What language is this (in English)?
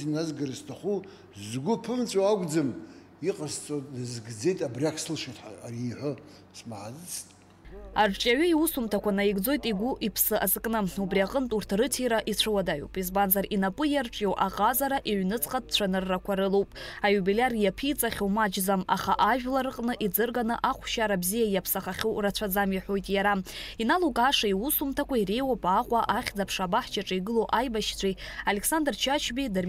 Abkhazian